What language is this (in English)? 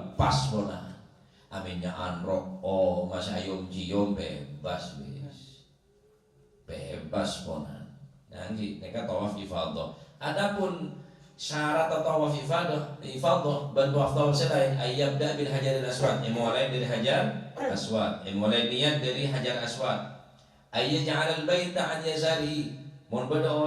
Madurese